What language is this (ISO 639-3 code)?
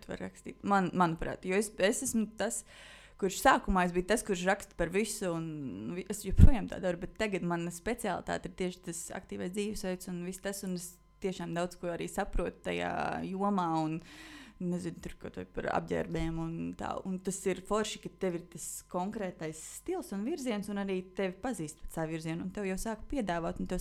lav